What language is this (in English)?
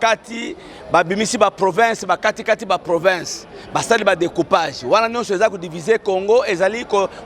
Lingala